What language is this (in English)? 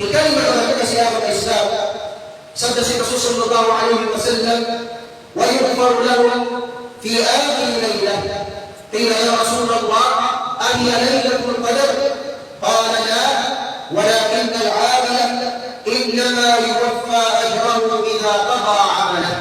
Tausug